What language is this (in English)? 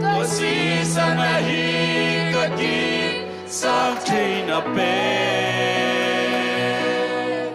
Tedim Chin